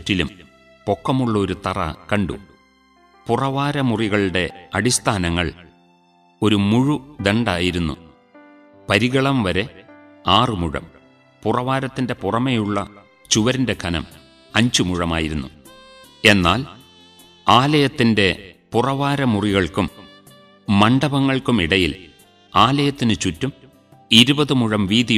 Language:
Malayalam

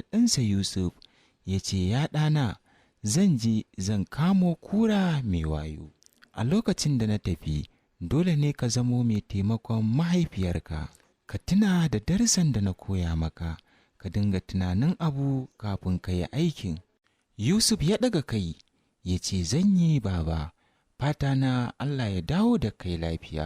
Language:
Hausa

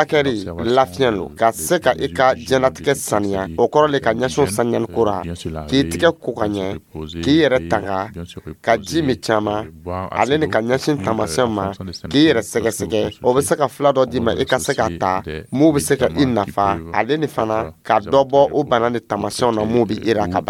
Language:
Dyula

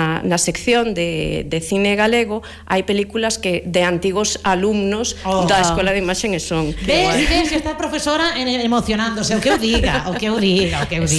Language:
Galician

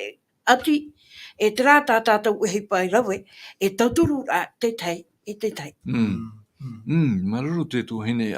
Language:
Tahitian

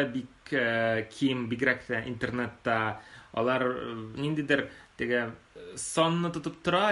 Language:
Tatar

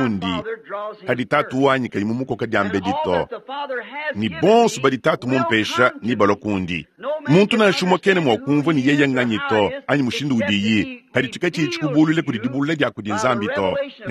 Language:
Luba-Lulua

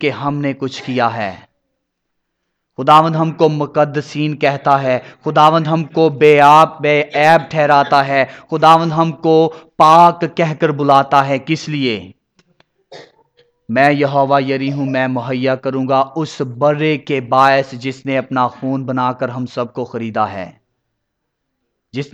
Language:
Urdu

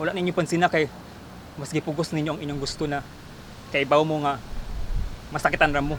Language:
Cebuano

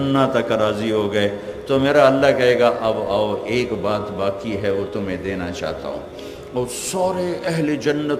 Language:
Urdu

